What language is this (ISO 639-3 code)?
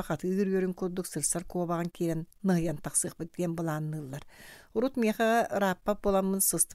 sah